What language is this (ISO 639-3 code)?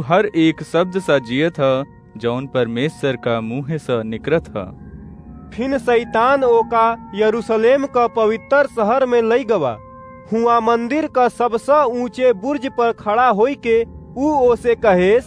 awa